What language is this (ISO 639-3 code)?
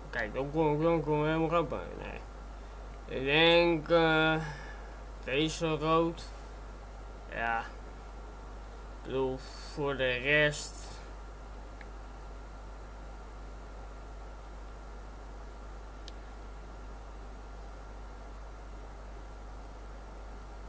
nld